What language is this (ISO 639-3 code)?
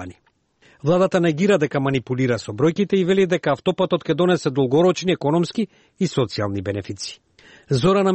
mkd